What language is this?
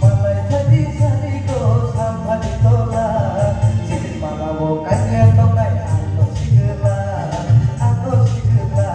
Kok Borok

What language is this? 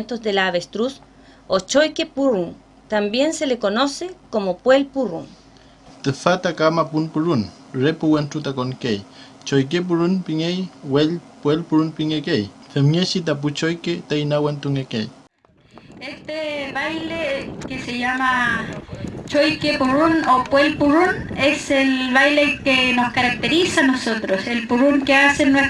Mapuche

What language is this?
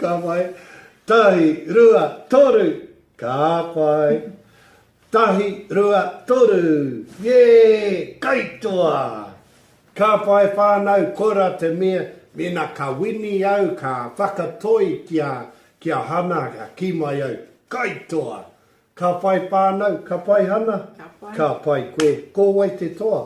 Māori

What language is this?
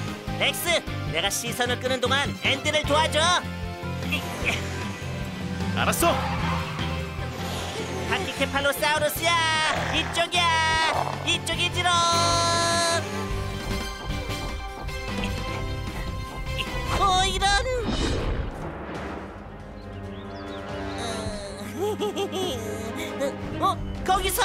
Korean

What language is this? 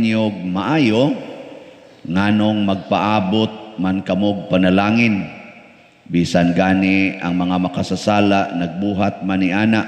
Cebuano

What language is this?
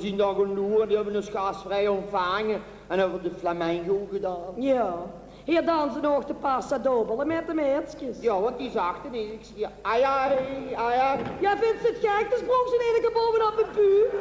Limburgish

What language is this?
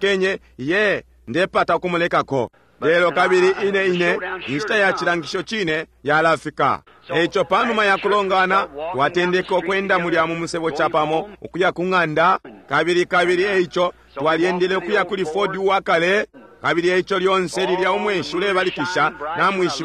Bemba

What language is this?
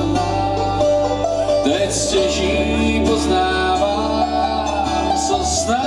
Czech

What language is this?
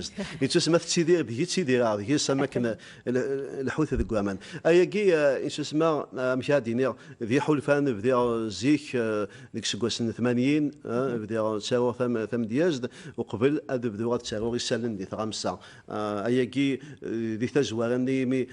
Kabyle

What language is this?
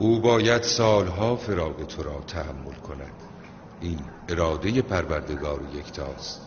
Tajik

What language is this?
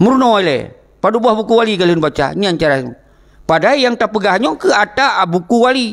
Achinese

